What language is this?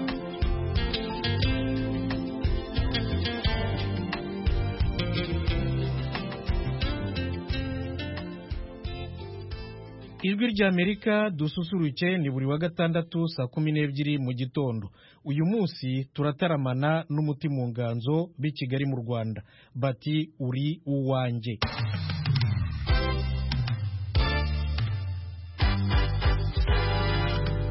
Kinyarwanda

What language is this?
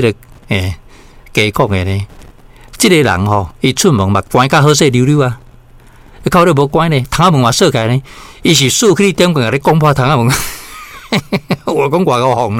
Min Nan Chinese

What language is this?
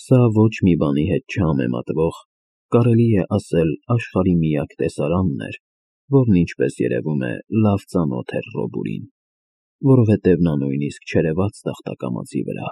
Armenian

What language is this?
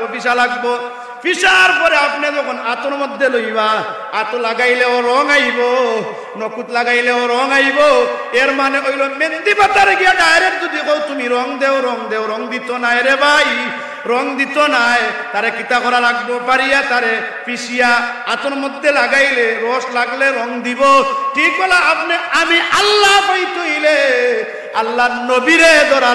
Sylheti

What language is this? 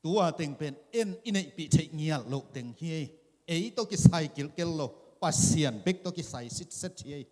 Tedim Chin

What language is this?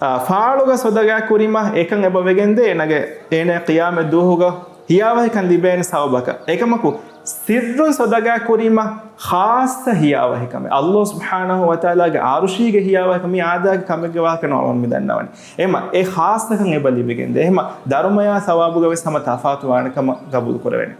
Divehi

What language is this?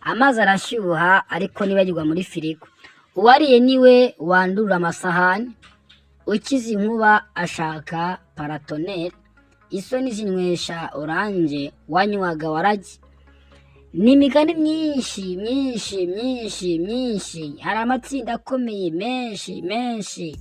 Kinyarwanda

